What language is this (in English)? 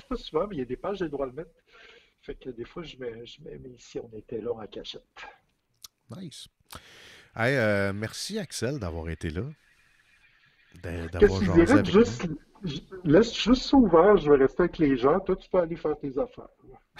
French